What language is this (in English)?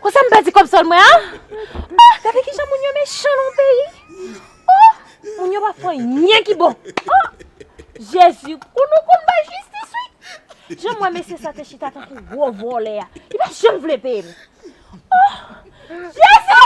Haitian Creole